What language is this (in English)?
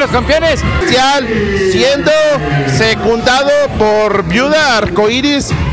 Spanish